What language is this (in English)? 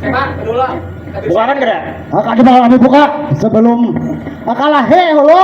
Banjar